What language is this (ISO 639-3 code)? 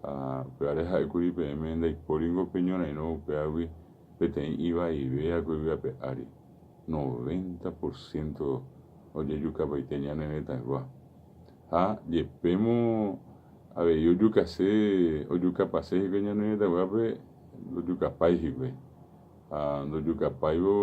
grn